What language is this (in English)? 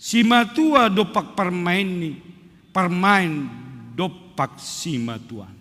Batak Simalungun